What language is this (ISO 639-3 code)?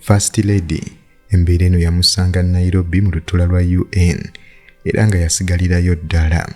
lug